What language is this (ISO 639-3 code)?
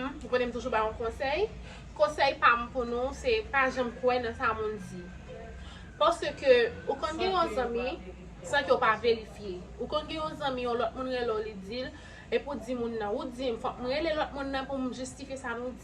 hat